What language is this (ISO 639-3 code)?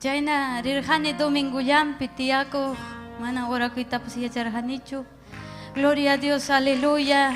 quy